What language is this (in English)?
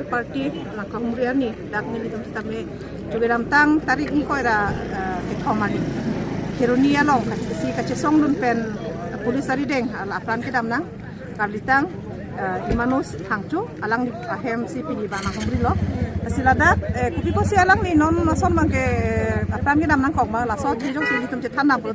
Karbi